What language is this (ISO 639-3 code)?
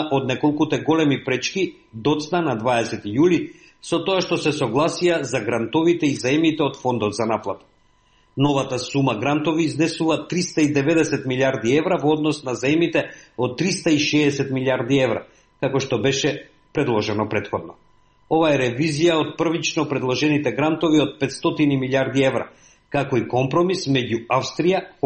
mkd